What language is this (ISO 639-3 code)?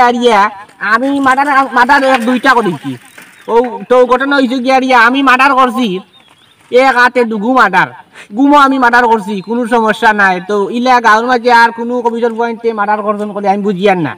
syl